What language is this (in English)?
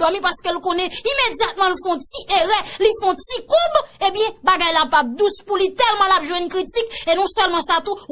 Haitian Creole